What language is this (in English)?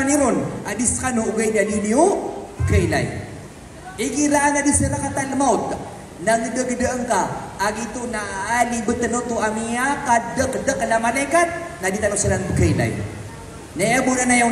Maranao